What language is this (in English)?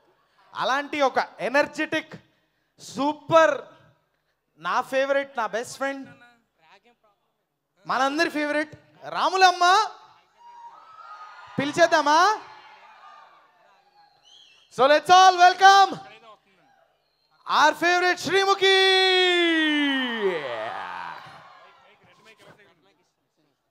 Telugu